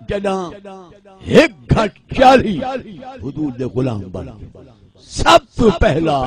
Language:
Saraiki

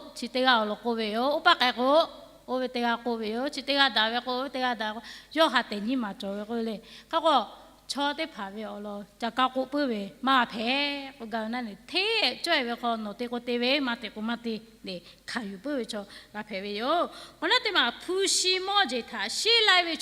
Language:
Lahu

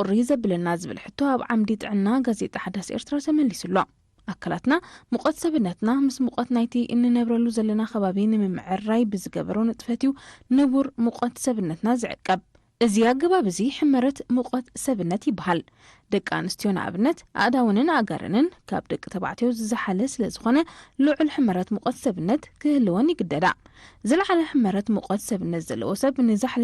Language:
Tigrinya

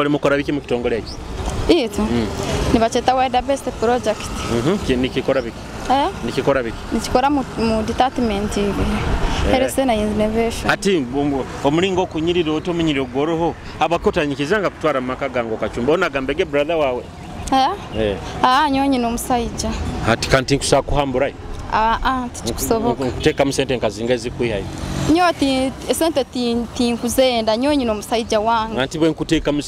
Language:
Nyoro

